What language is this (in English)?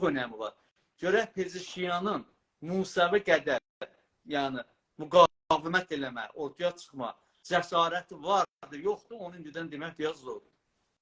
South Azerbaijani